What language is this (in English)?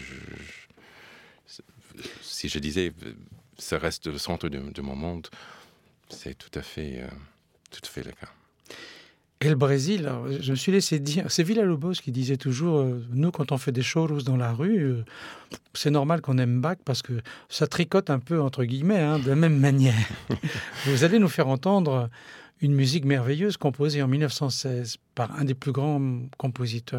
French